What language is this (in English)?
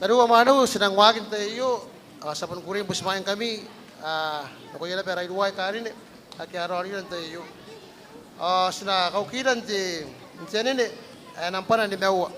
Gilbertese